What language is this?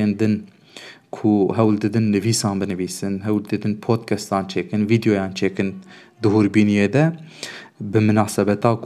Kurdish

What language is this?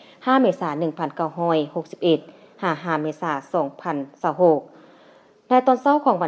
Lao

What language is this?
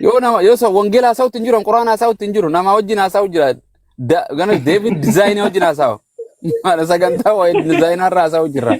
Oromo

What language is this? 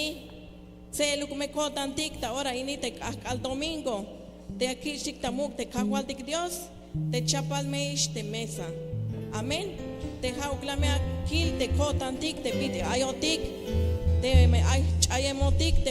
Tzeltal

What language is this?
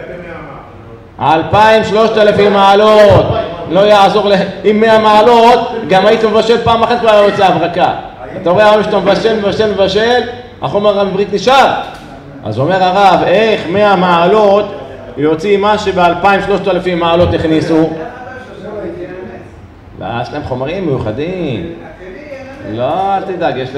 Hebrew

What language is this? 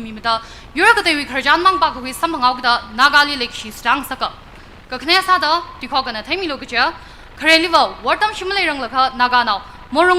Tangkhul Naga (India)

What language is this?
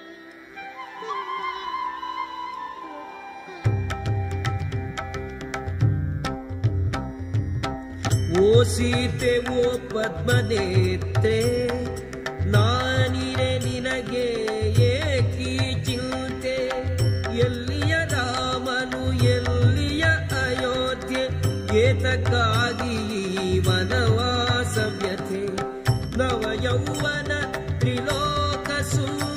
Kannada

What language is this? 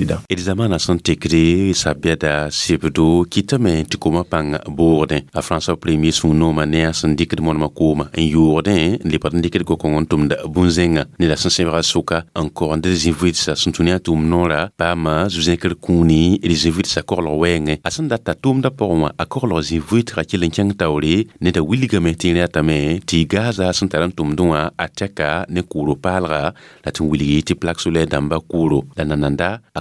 Mossi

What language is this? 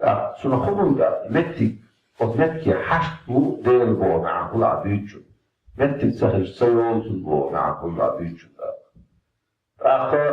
Chechen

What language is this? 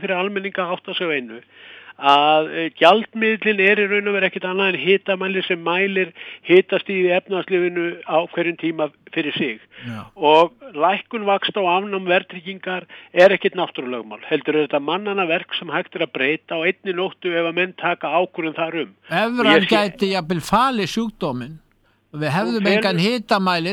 Icelandic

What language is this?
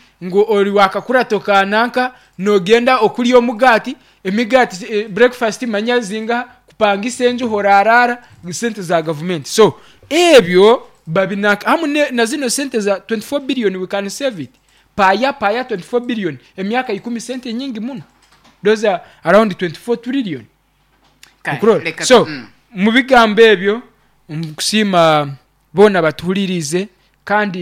Nyoro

